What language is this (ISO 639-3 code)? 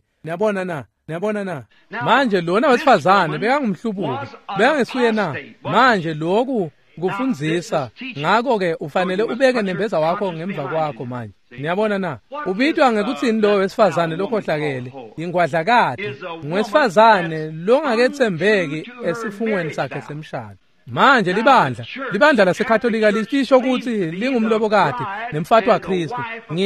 ssw